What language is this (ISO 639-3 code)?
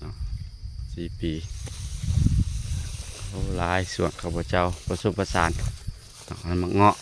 lao